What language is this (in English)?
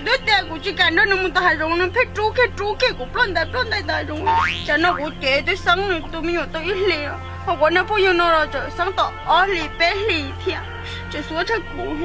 Hmong